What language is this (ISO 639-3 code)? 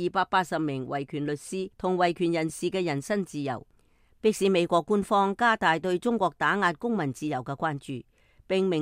yue